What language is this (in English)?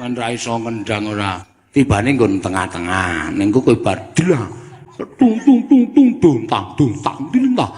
Javanese